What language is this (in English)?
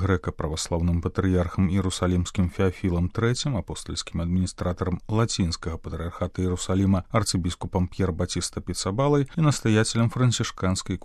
Belarusian